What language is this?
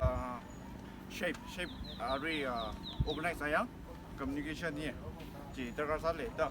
Tangkhul Naga (India)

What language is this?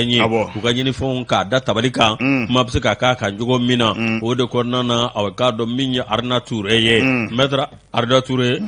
Bambara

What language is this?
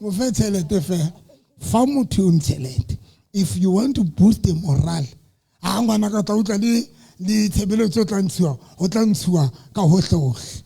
Southern Sotho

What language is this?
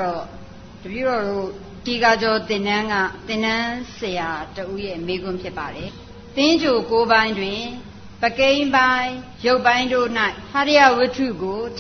Burmese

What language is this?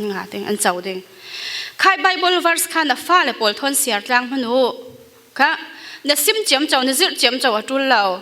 Falam Chin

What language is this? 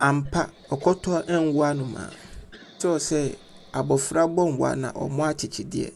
Akan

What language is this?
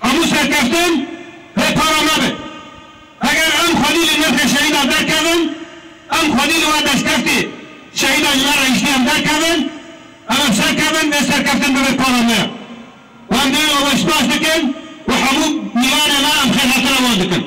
Kurdish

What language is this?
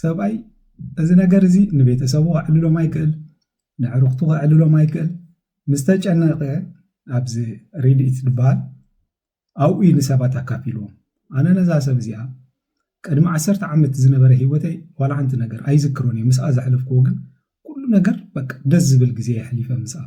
Tigrinya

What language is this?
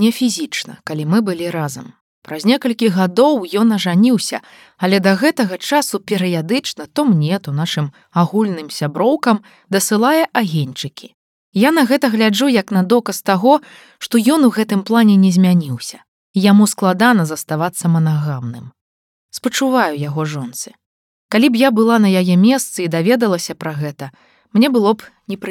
Belarusian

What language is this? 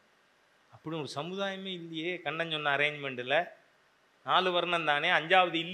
Tamil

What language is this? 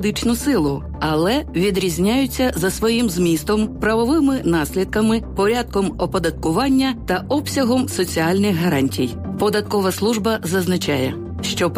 Ukrainian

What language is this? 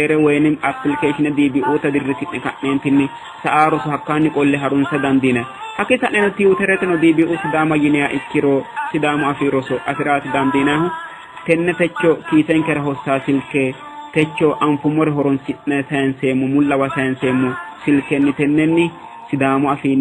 Sidamo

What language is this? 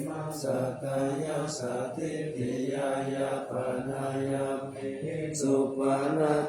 Pali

